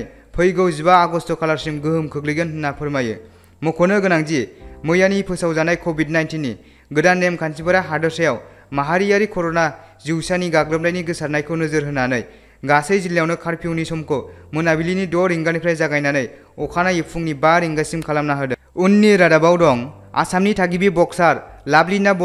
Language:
Bodo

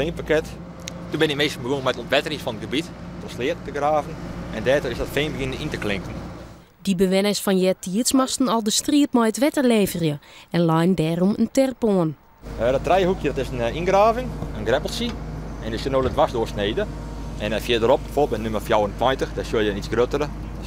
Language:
Western Frisian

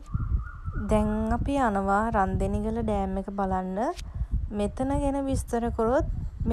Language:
Sinhala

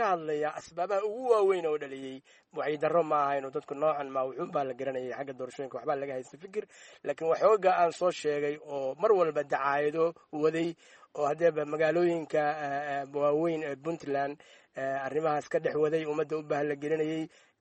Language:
Somali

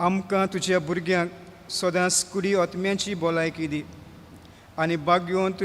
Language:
Konkani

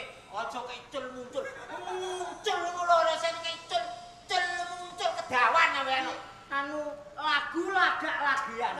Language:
Javanese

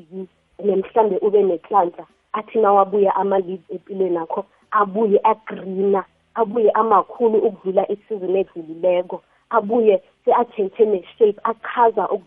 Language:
South Ndebele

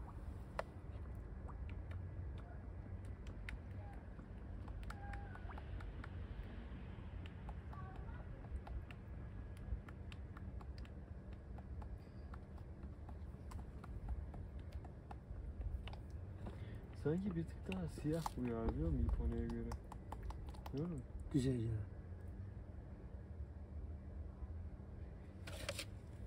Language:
Turkish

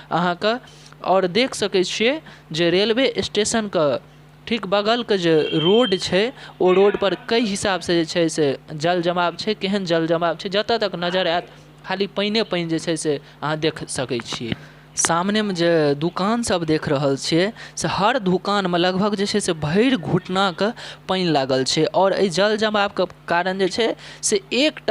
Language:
Maithili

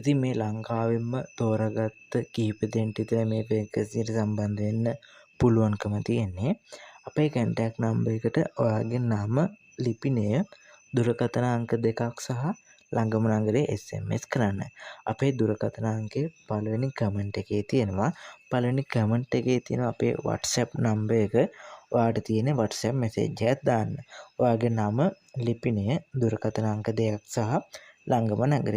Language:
Sinhala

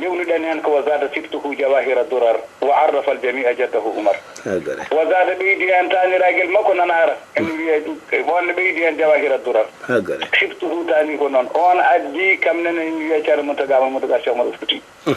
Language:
Fula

